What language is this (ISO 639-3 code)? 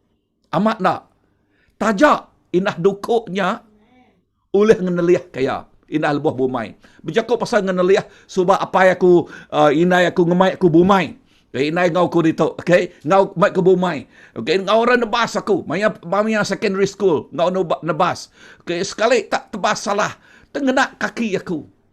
iba